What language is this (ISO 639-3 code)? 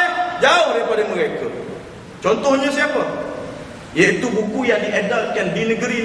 msa